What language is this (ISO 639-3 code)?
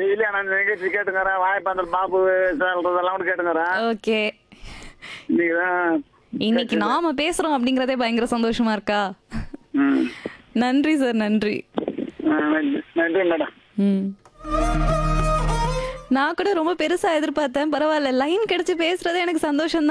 tam